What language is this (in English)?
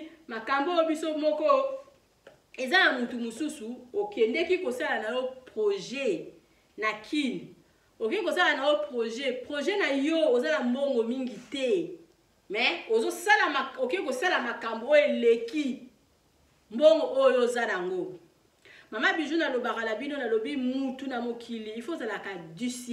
Lingala